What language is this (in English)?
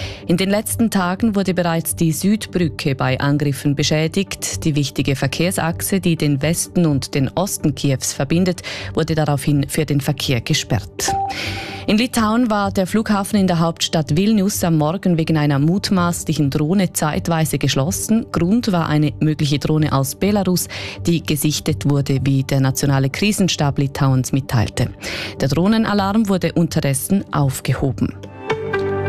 German